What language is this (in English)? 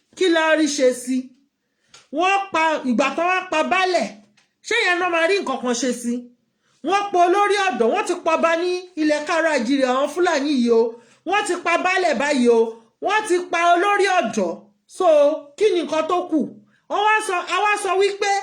Yoruba